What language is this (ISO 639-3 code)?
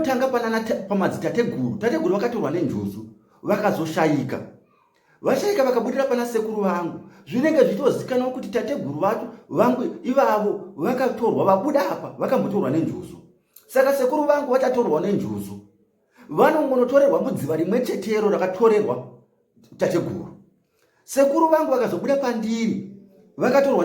sna